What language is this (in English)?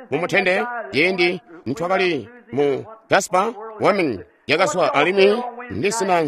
Tonga (Zambia)